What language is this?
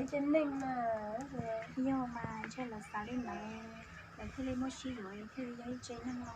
Hmong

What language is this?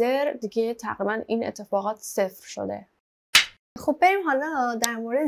Persian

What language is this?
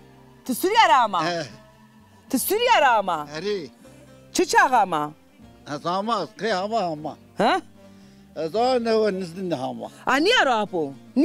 Zaza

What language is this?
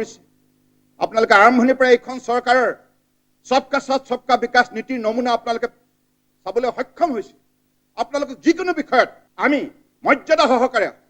Assamese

